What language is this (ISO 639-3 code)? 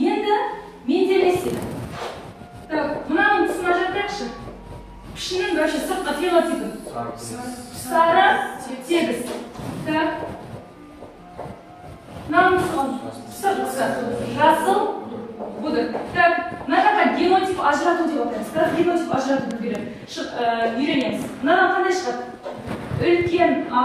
kaz